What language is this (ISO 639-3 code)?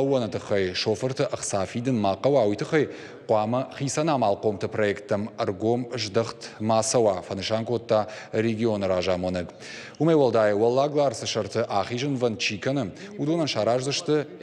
oss